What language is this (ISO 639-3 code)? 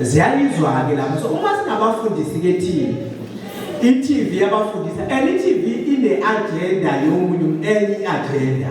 zul